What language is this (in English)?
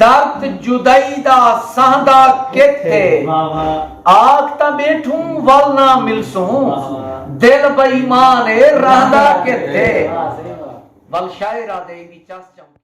Saraiki